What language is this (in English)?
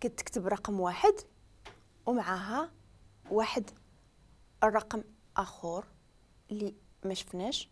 Moroccan Arabic